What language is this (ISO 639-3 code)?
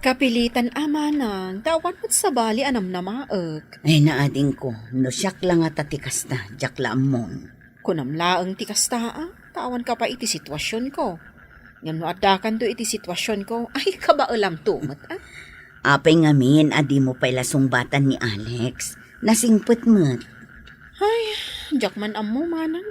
ilo